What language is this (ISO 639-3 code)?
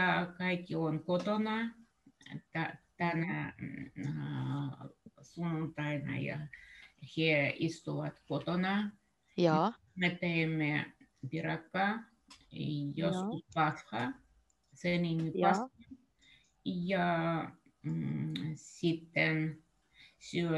fin